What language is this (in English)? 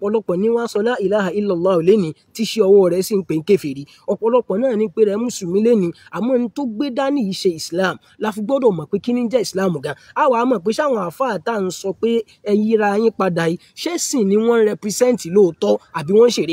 Yoruba